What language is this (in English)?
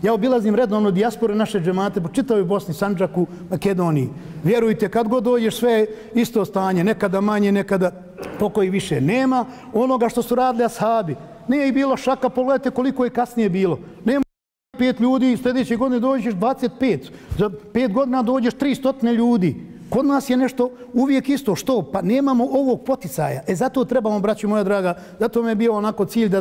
Bosnian